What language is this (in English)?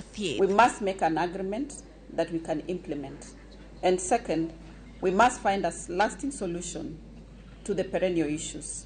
Luo (Kenya and Tanzania)